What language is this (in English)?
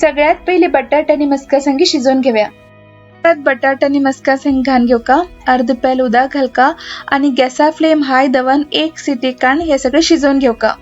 Konkani